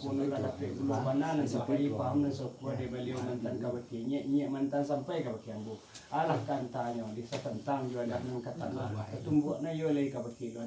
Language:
Minangkabau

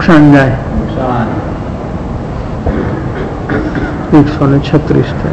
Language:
Gujarati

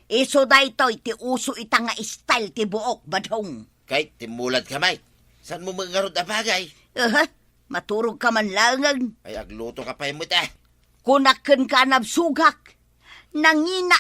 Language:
Iloko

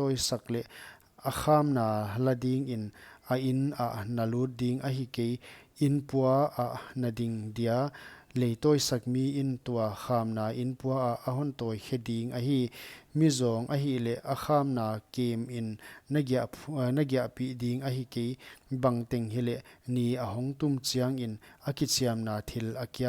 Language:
Paite Chin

